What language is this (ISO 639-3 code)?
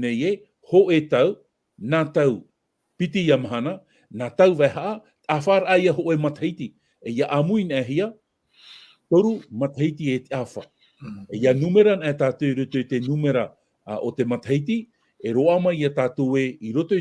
tah